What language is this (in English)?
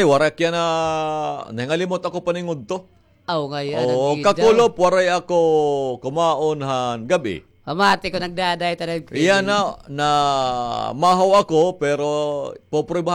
Waray